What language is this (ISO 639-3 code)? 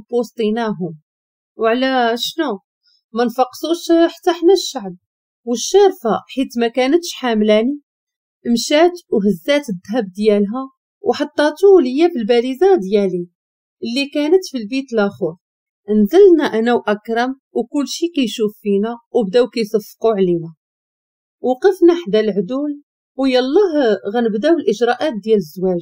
ary